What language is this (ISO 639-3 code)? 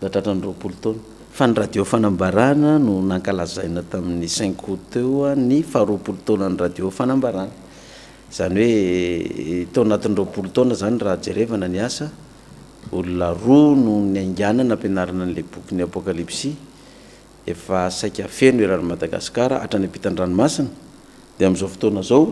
mlg